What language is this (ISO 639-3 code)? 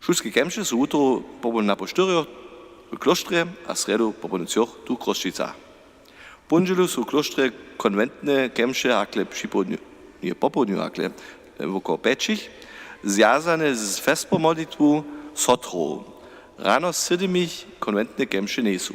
hsb